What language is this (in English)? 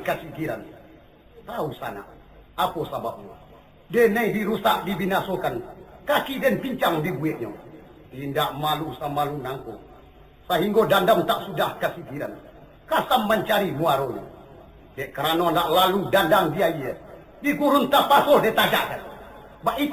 Minangkabau